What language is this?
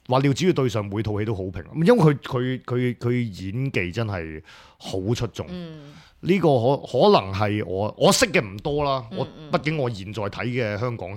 Cantonese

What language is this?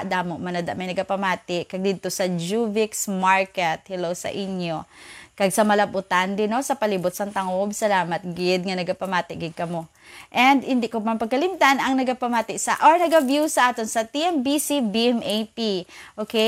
Hiligaynon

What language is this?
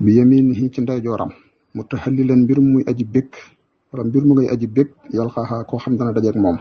Wolof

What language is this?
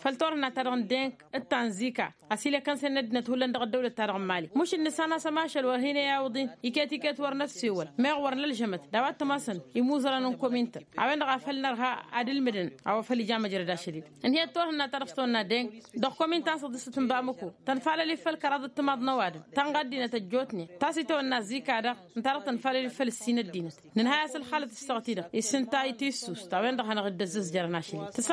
Tamasheq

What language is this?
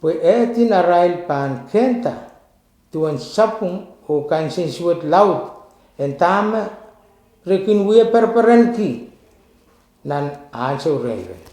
Pohnpeian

